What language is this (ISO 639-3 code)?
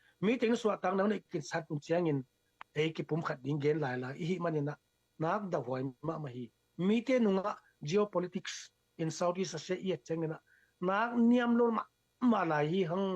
ctd